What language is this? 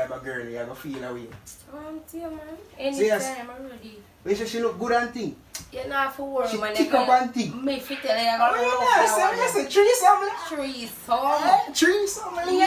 Jamaican Creole English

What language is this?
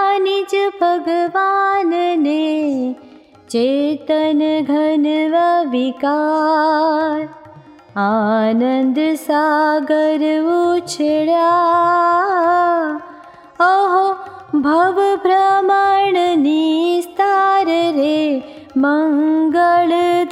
Gujarati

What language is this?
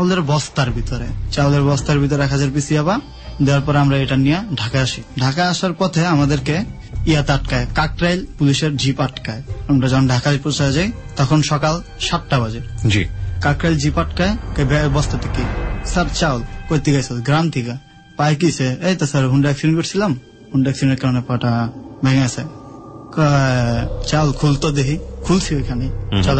Bangla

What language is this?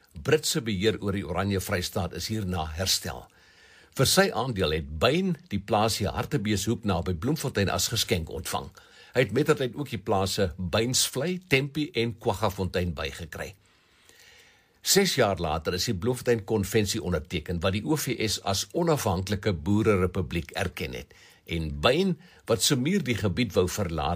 Afrikaans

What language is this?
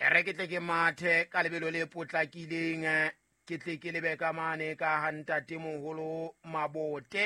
Southern Sotho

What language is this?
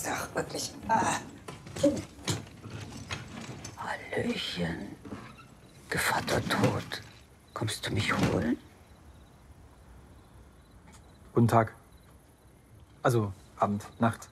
German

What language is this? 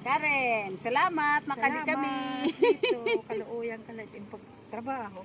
Waray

